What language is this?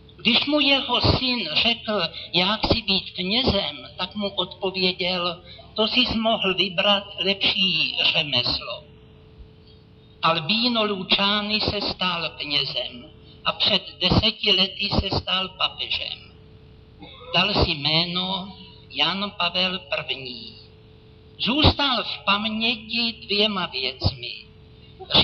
Czech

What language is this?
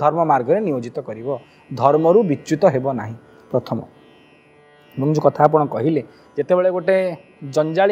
Odia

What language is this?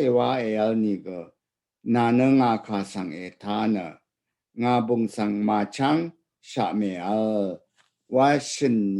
Rawang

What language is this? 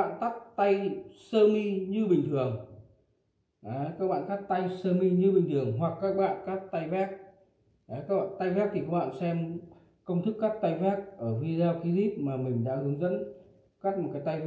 Vietnamese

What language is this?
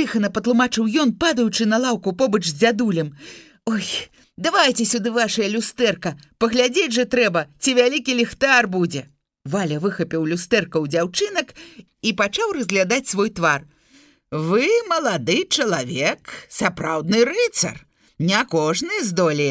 Belarusian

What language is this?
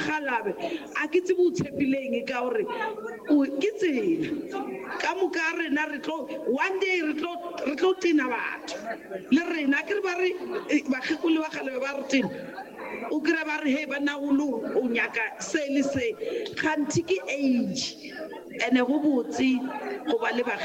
Northern Sotho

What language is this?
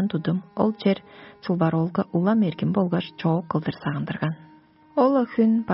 Tuvinian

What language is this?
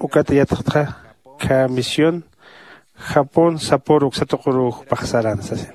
Aymara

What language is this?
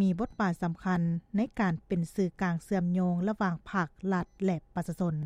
Lao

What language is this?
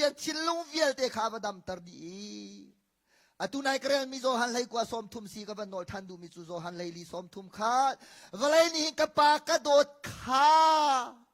Hakha Chin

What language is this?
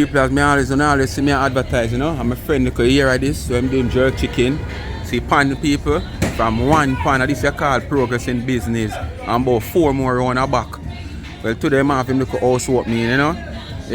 Jamaican Creole English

